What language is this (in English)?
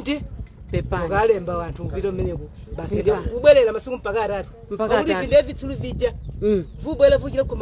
Nyanja